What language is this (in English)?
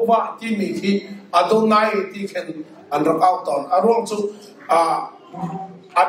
Hakha Chin